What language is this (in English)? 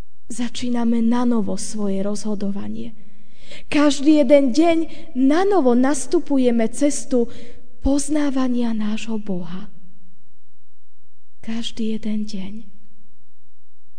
Slovak